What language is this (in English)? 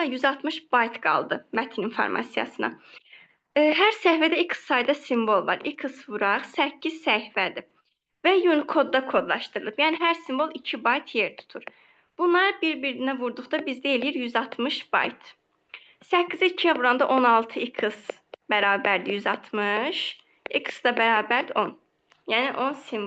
Azerbaijani